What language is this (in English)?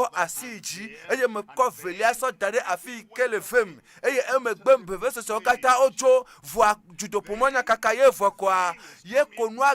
Ewe